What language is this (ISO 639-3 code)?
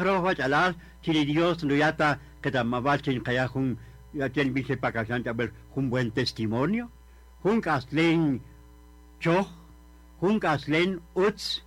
cak